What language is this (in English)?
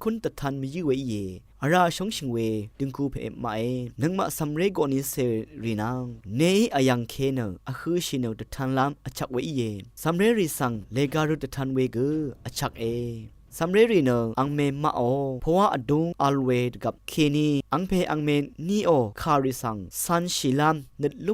Rawang